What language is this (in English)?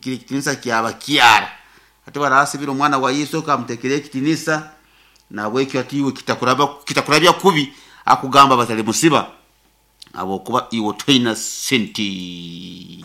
Nyoro